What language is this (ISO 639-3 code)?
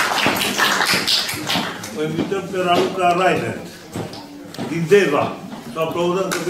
ron